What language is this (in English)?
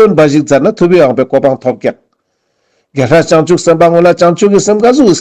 Ladakhi